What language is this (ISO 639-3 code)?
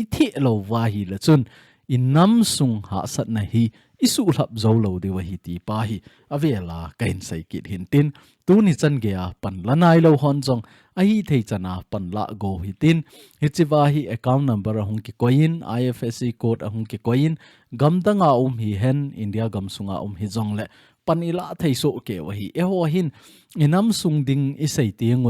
tcz